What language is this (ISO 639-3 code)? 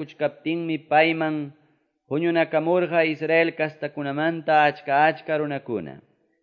que